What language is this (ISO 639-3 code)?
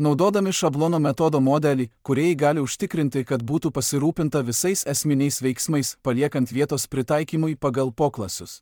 lit